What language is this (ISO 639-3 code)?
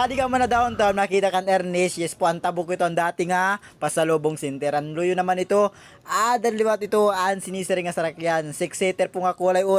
war